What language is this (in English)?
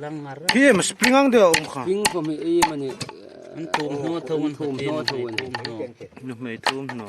Hmar